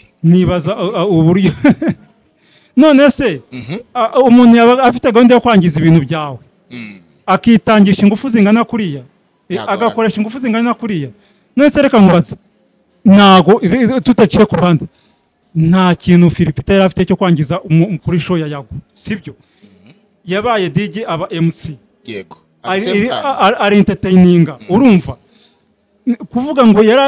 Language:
Kinyarwanda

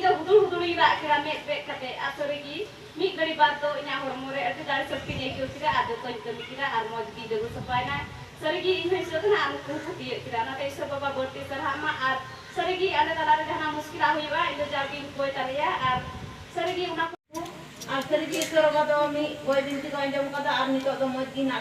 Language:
Santali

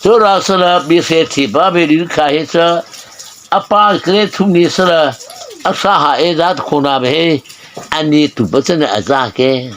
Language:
Mara Chin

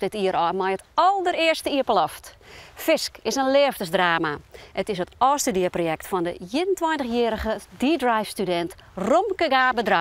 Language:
Western Frisian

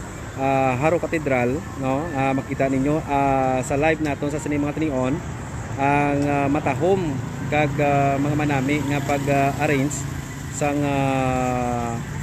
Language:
Hiligaynon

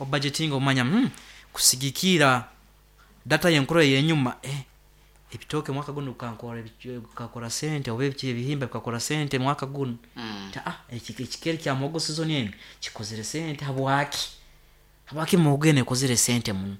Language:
Nyankole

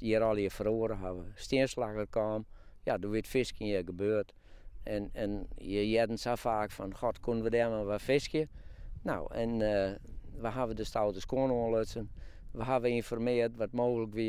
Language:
Western Frisian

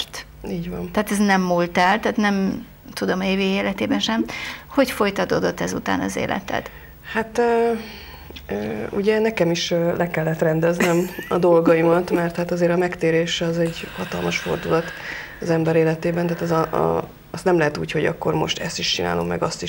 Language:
Hungarian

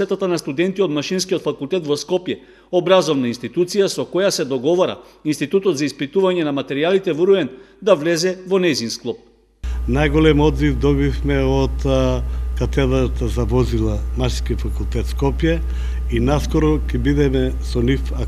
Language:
Macedonian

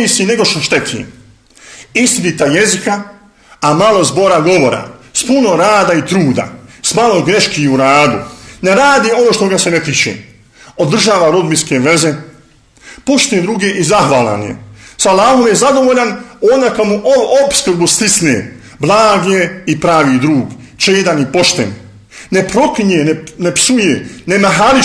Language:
Bosnian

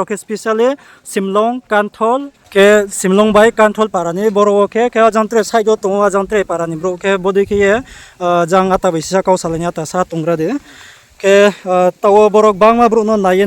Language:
Riang (India)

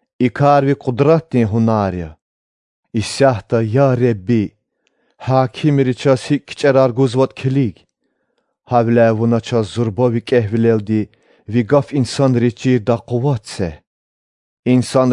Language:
Lezghian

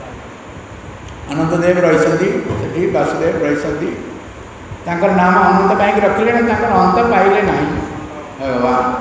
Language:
Odia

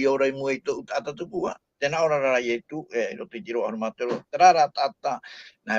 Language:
Tahitian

